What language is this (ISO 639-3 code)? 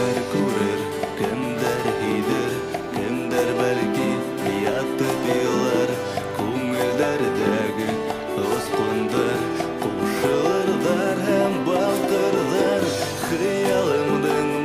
bak